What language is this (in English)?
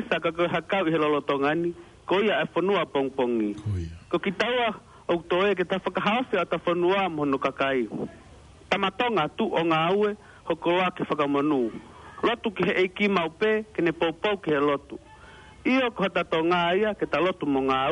Tongan